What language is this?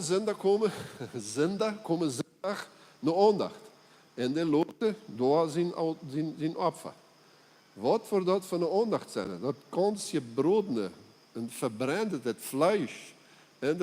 Plautdietsch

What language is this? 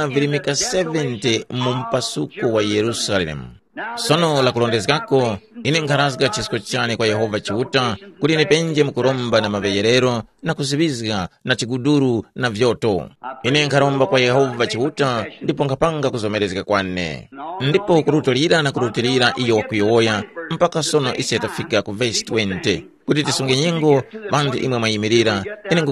Tumbuka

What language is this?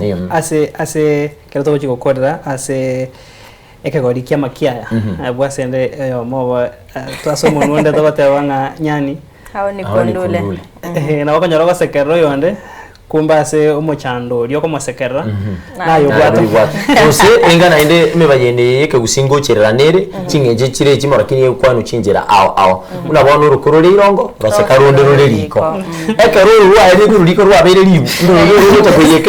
Gusii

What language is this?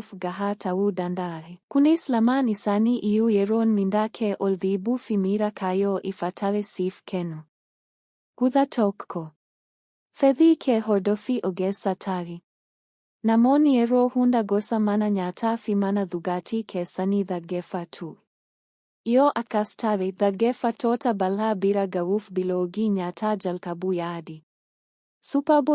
Oromo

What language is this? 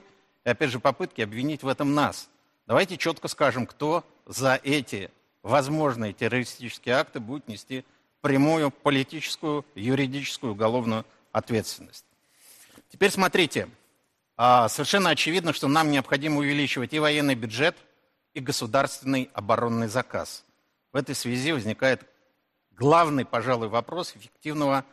Russian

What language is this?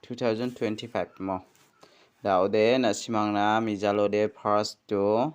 Garo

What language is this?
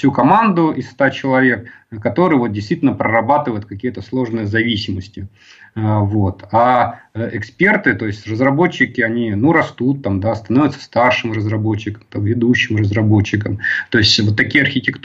Russian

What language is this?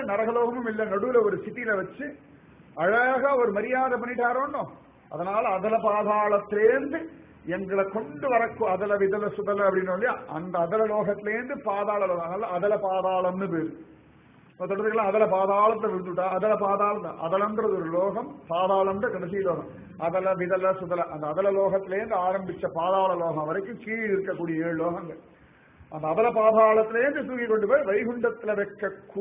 Tamil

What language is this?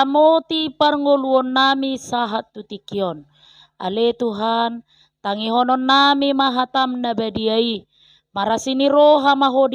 Batak Toba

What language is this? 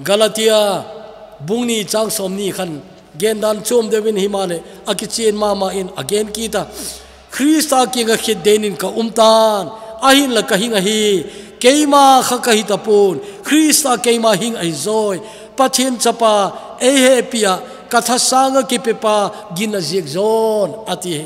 Thado Chin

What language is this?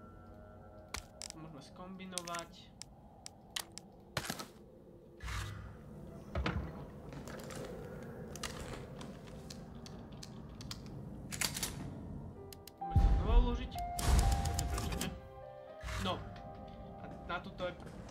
Slovak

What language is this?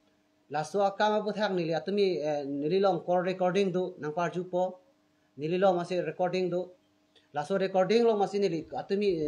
Karbi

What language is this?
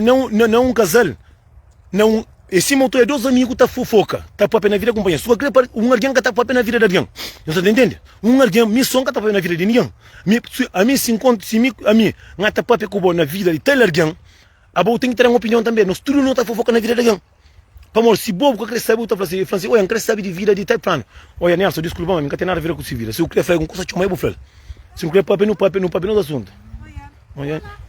Kabuverdianu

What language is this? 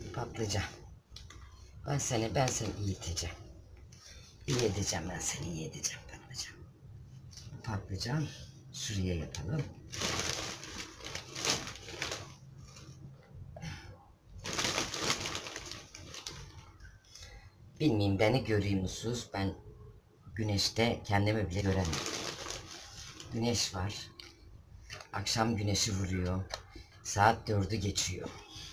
Turkish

